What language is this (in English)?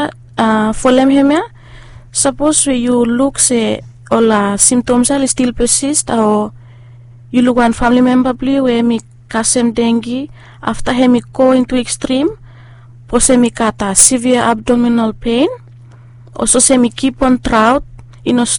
Bislama